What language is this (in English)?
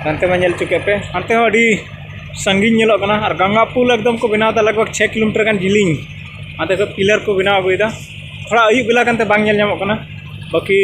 Santali